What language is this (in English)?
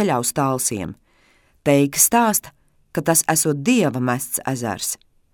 Latvian